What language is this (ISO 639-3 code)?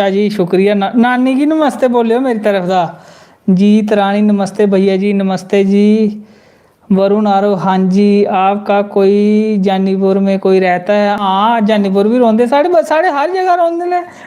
doi